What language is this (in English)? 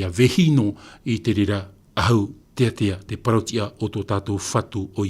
Tahitian